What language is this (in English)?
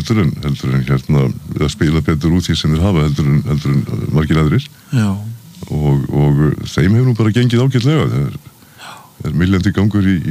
Icelandic